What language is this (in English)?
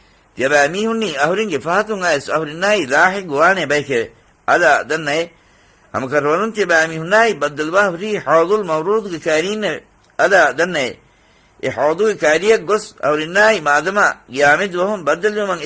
Divehi